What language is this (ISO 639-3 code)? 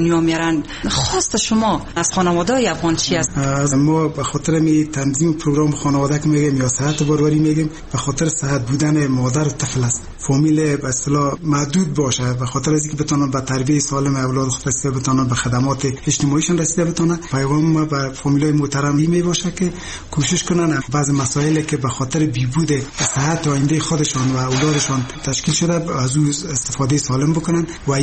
fas